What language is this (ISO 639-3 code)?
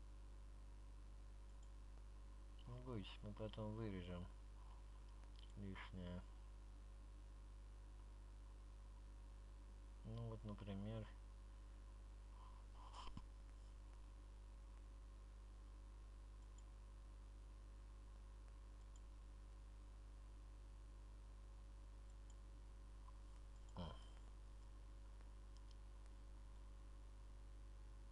rus